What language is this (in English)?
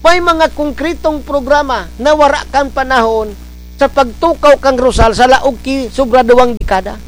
Bikol